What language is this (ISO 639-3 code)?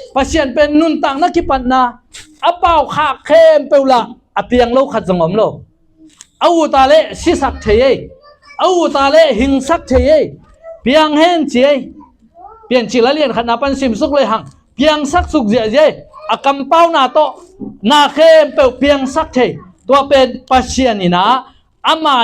ctd